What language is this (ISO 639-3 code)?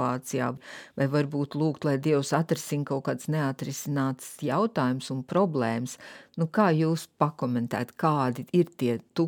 lav